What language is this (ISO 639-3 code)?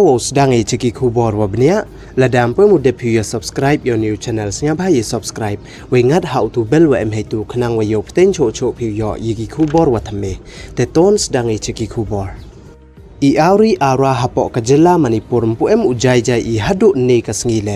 pbv